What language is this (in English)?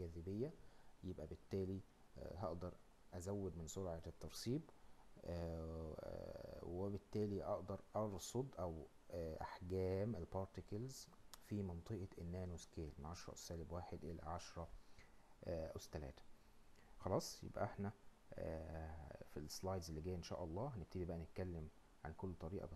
Egyptian Arabic